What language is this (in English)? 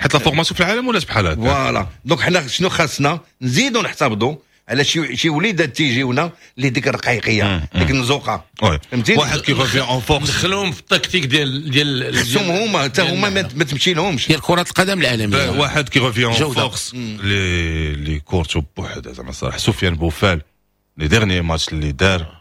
Moroccan Arabic